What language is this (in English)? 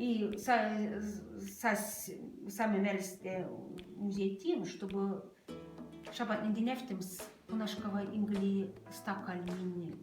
Moksha